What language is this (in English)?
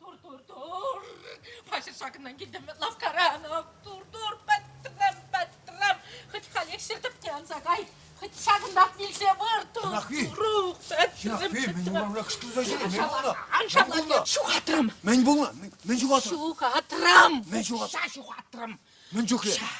Chuvash